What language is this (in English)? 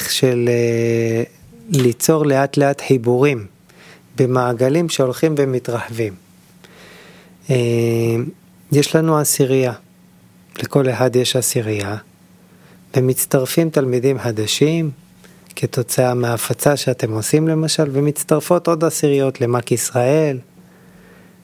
Hebrew